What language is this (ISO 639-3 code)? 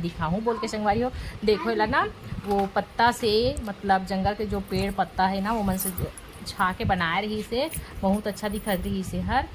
hne